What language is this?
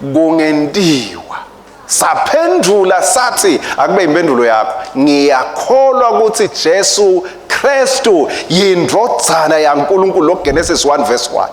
Swati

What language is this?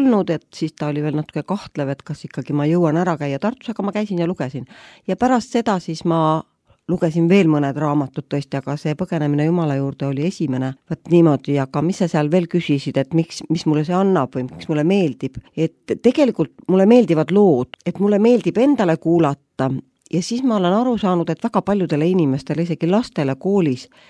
Estonian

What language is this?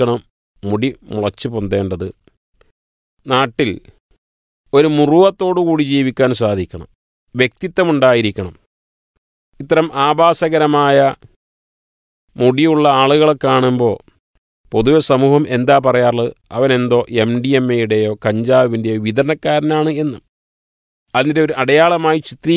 Malayalam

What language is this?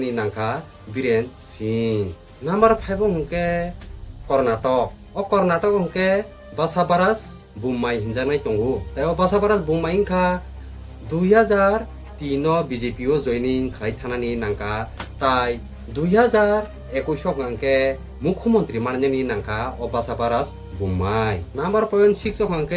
Kok Borok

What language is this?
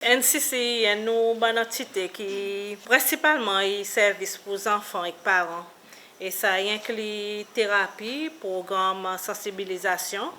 Seselwa Creole French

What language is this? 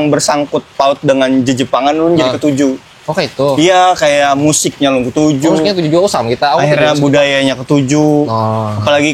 Banjar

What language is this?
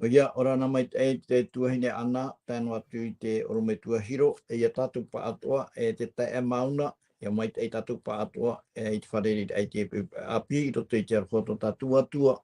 Tahitian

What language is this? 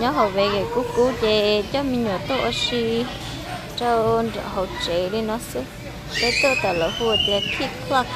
Hmong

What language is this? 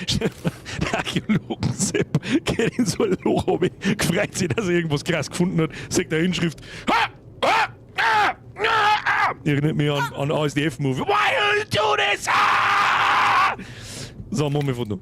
Bavarian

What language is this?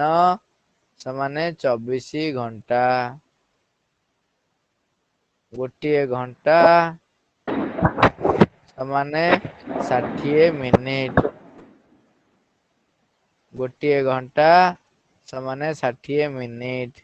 Odia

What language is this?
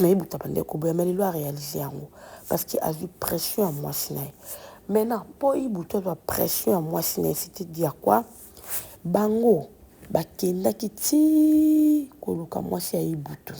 Lingala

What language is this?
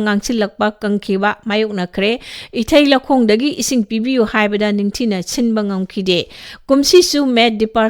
Manipuri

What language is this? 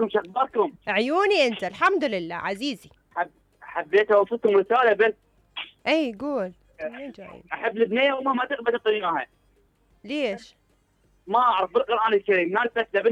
Mesopotamian Arabic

